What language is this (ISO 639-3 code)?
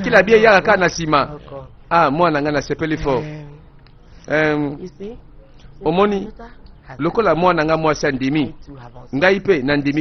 lin